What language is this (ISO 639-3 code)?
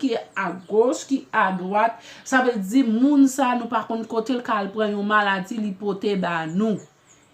hat